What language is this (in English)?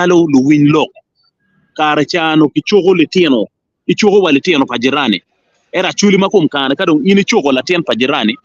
Acoli